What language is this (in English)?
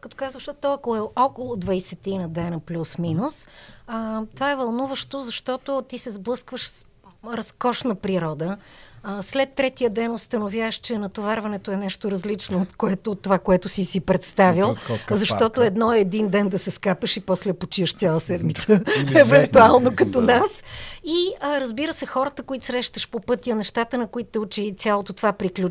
Bulgarian